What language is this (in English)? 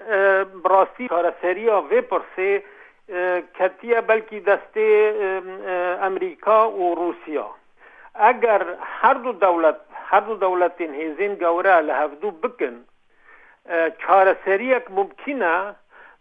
Central Kurdish